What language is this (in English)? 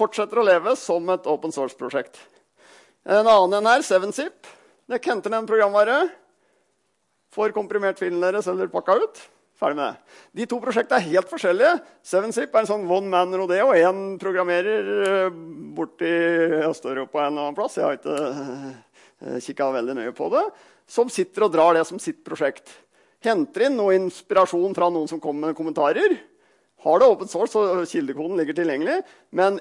Norwegian